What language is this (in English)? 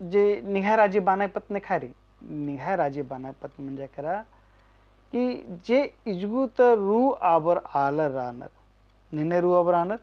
Kurukh